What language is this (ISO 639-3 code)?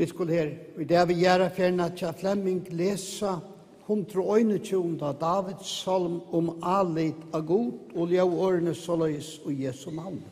fao